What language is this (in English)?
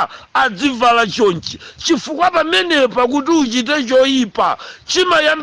Nyanja